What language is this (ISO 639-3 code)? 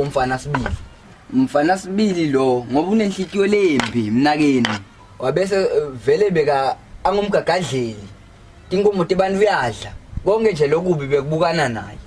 ssw